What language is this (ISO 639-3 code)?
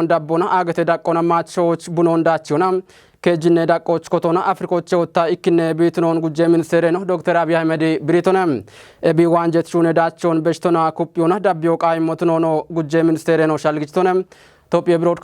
kbr